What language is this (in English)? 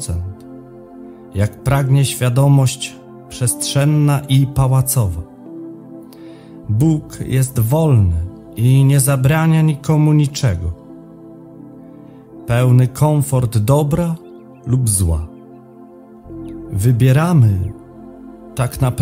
Polish